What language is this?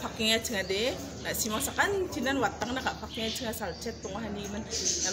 Garo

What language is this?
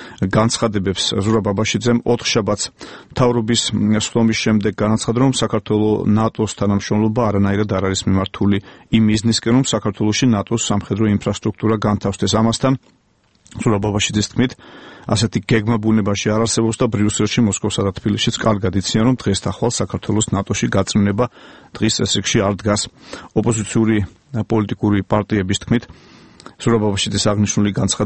Georgian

